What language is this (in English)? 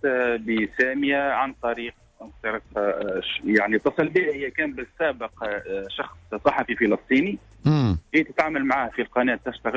Tunisian Arabic